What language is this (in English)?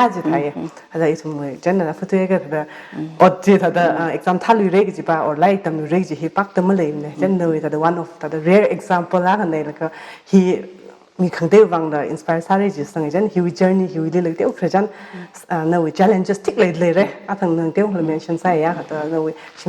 Tangkhul Naga (India)